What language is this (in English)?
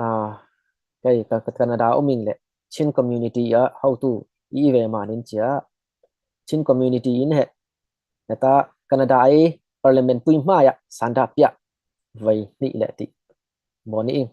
Falam Chin